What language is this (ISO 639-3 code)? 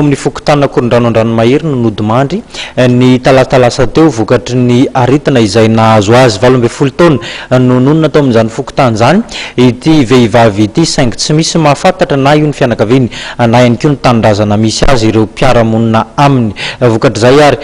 mlg